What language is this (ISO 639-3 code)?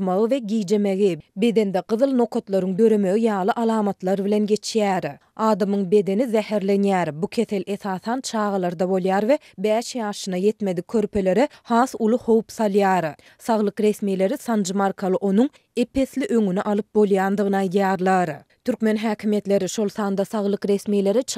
tuk